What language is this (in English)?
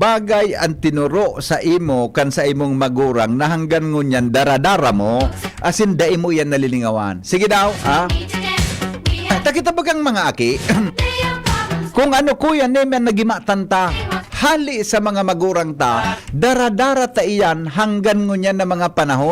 Bikol